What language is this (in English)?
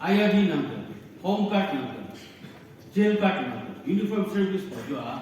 Naga Pidgin